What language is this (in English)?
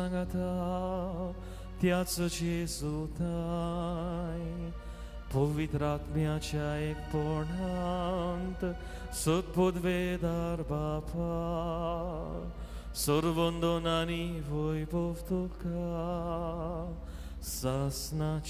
Konkani